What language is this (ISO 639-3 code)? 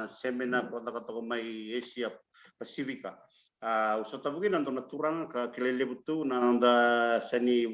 fij